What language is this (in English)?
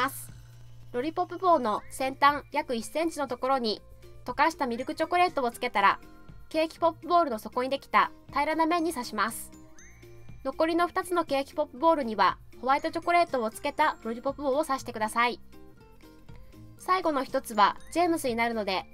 Japanese